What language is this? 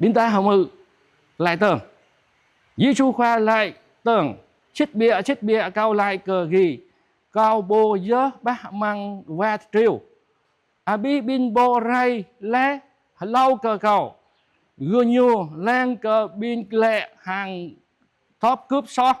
Jarai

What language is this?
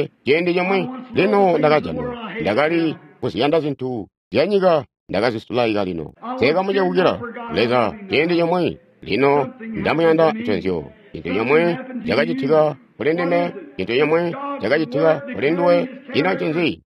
Tonga (Zambia)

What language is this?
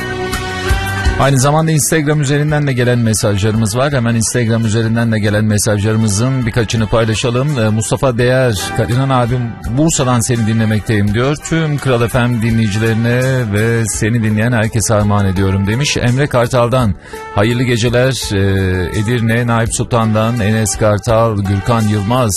Turkish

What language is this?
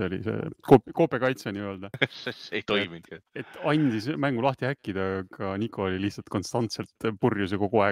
Estonian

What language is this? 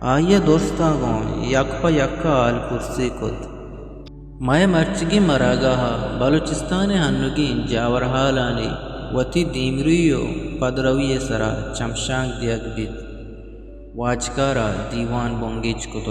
Eastern Balochi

